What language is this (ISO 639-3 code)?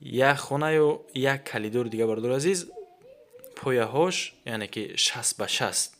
tgk